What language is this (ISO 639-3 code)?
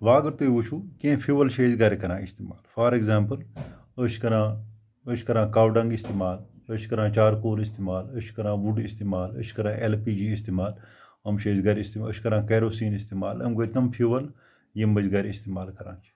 kas